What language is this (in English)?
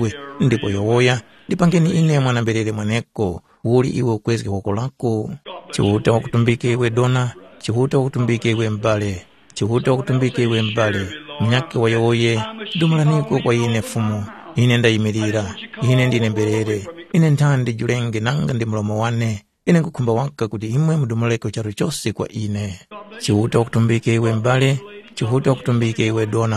Tumbuka